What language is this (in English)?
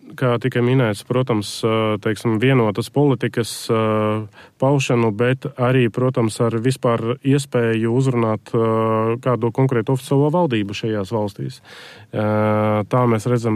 Latvian